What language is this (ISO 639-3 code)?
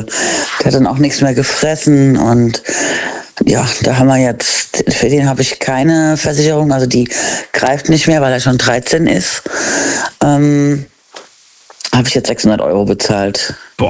deu